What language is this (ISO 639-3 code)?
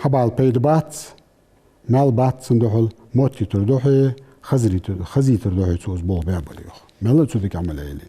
inh